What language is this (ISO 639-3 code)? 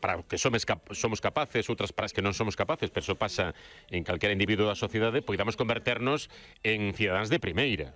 glg